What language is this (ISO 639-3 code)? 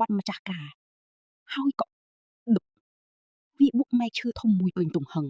khm